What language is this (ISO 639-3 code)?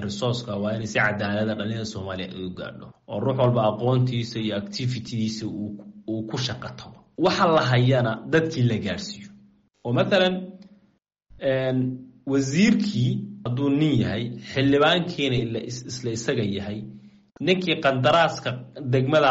som